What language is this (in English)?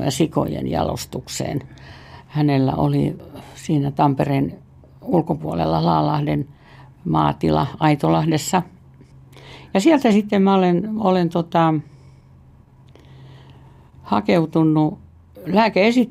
Finnish